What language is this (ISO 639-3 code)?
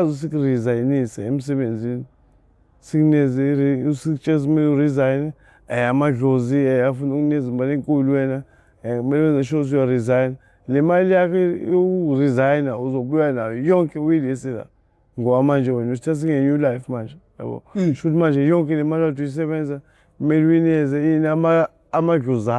zul